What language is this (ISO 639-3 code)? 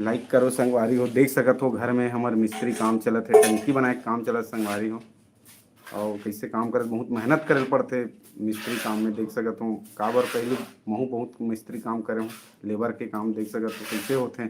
hne